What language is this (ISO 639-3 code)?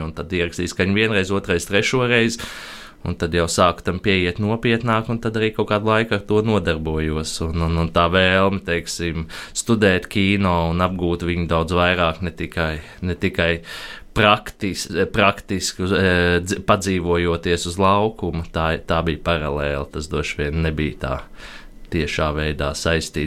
lav